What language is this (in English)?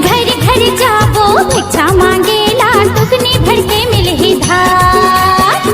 Chhattisgarhi